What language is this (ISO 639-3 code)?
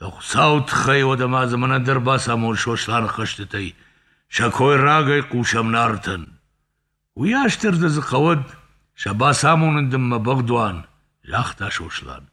oss